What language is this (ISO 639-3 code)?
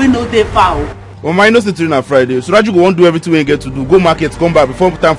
pcm